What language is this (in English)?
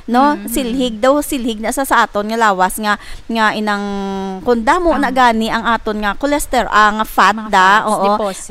Hiligaynon